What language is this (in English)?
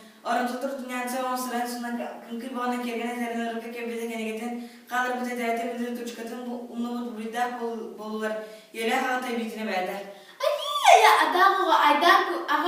Yakut